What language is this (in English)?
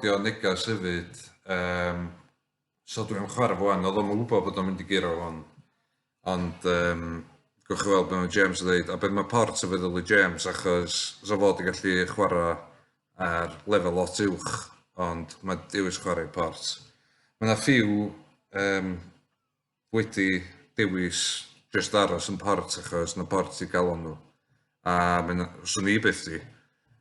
Welsh